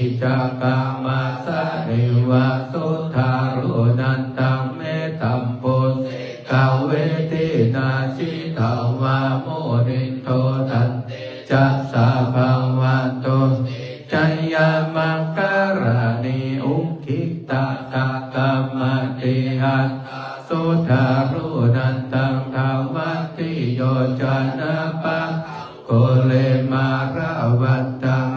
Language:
Pali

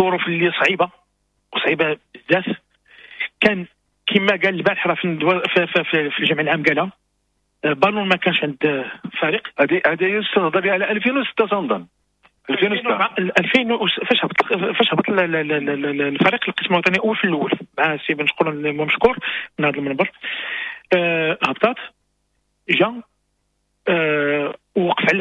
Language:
Moroccan Arabic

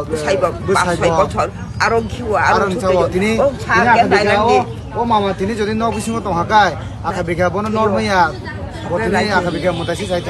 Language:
Kok Borok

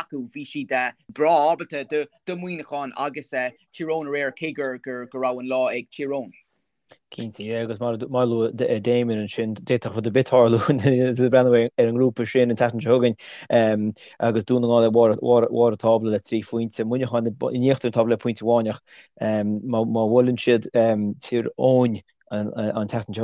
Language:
Irish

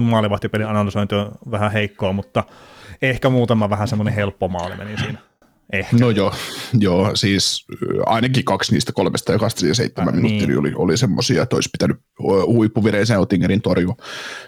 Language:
Finnish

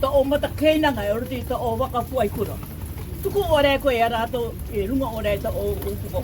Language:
Rarotongan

